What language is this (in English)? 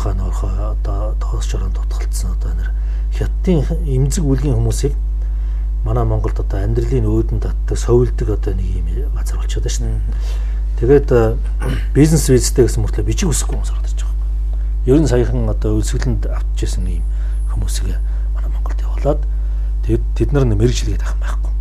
Mongolian